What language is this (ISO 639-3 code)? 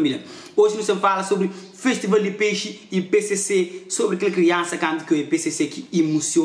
kea